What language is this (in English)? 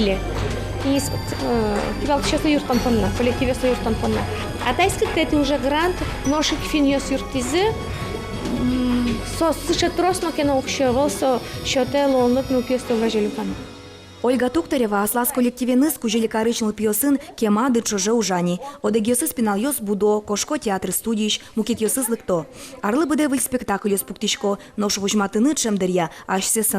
Udmurt